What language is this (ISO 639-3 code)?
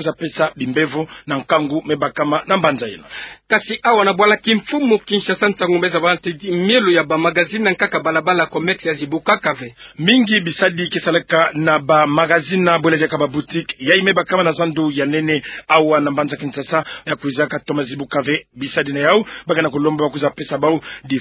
ktu